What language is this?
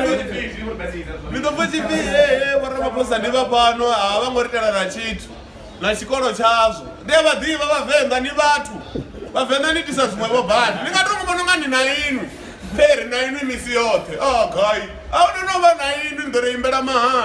Venda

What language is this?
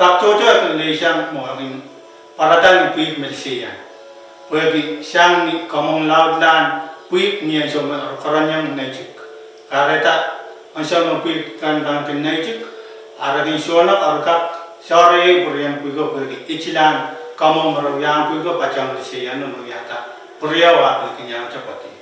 Pohnpeian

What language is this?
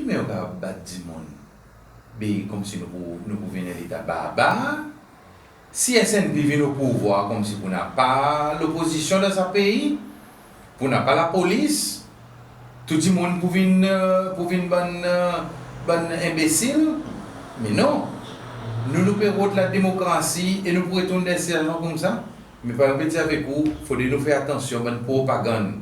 Seselwa Creole French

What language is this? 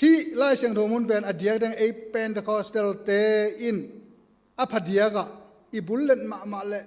Tedim Chin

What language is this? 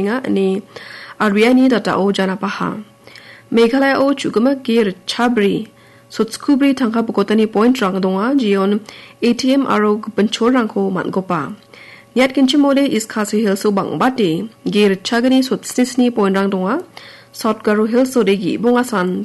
Garo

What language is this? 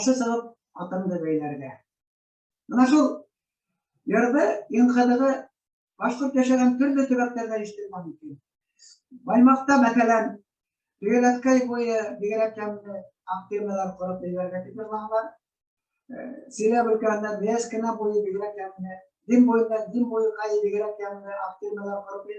Bashkir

